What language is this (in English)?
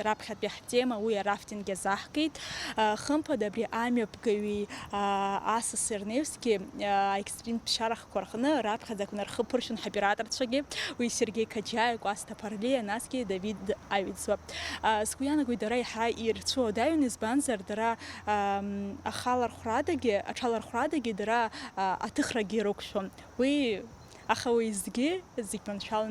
Abkhazian